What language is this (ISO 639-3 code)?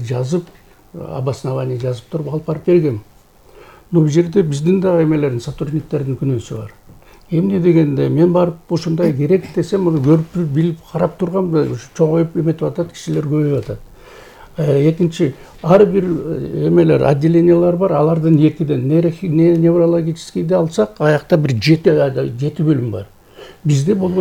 kir